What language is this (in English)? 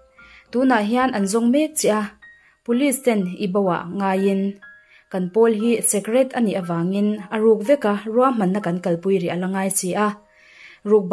Mizo